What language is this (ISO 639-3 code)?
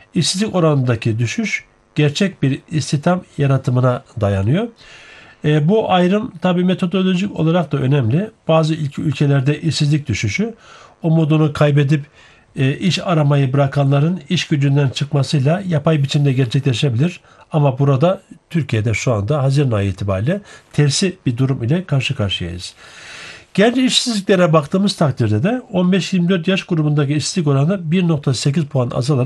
tur